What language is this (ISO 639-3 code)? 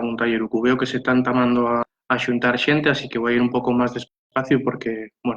ast